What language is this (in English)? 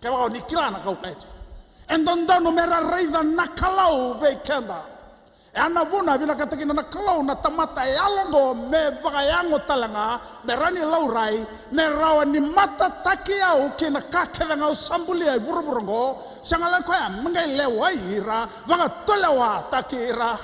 Fijian